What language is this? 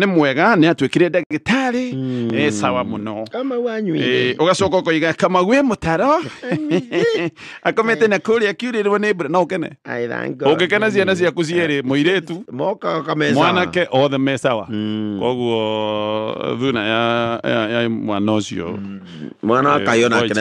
Kikuyu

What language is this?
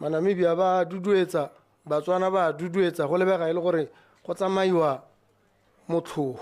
Tswana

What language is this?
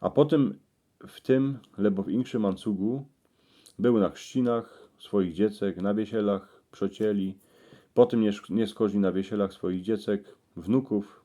Silesian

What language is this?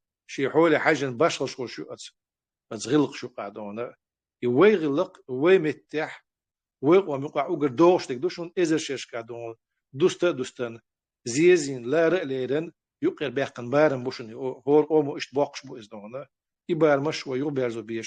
Chechen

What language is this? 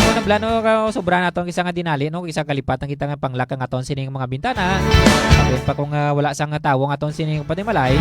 Hiligaynon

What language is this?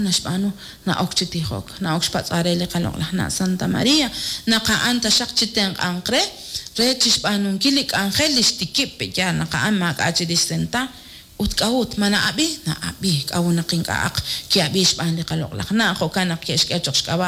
Kekchí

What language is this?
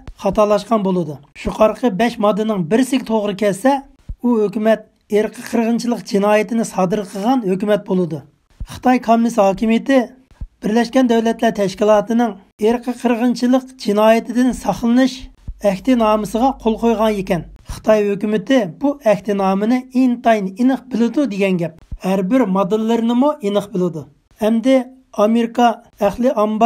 Uyghur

